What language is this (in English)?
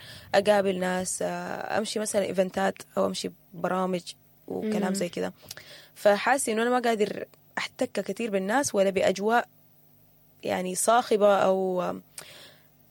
Sudanese Arabic